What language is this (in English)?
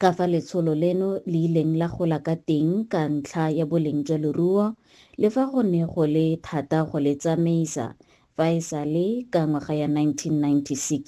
Tswana